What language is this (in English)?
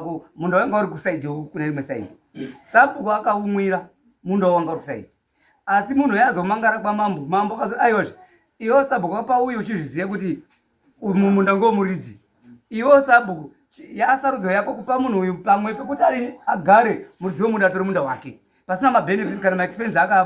Shona